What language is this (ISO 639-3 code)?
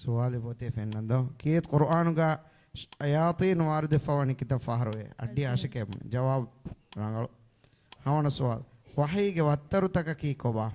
div